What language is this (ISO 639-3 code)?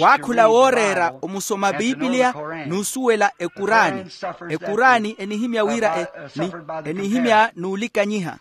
vmw